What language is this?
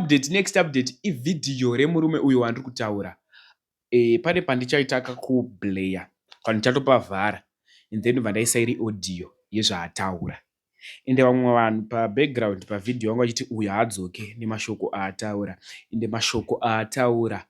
Shona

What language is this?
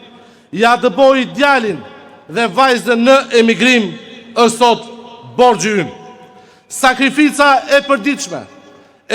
Albanian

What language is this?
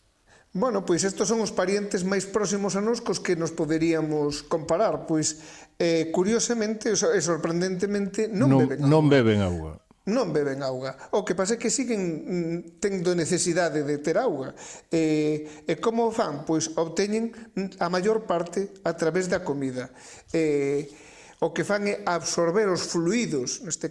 Galician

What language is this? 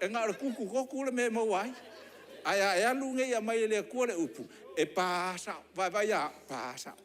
Samoan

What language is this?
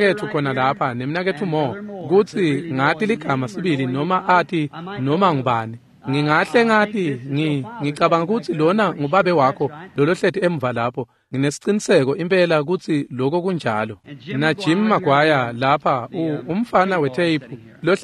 Swati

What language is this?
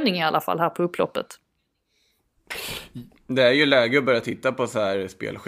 Swedish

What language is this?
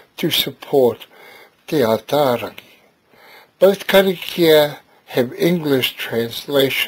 Māori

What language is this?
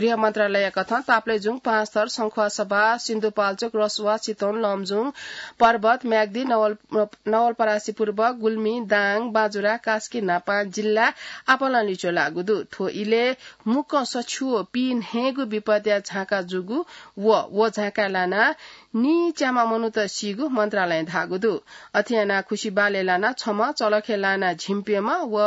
Newari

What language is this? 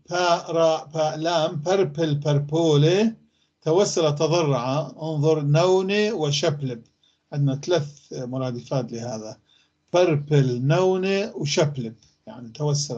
North Levantine Arabic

